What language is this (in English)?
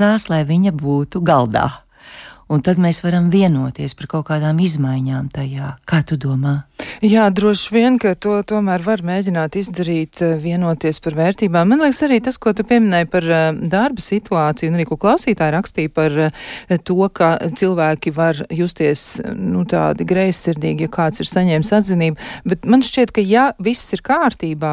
Latvian